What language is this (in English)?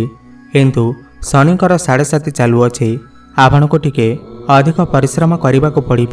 Odia